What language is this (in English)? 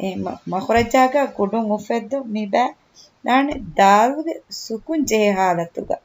Divehi